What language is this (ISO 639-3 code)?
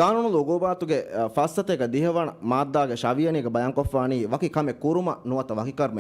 div